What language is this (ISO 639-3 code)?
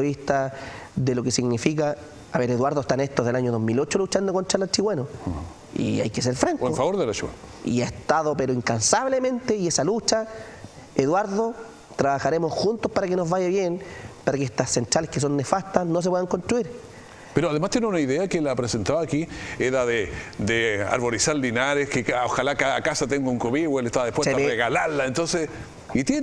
spa